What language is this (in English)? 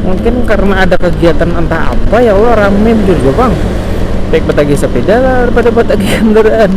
Banjar